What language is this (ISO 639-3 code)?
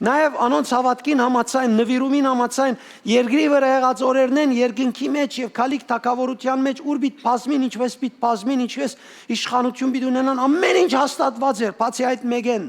hyw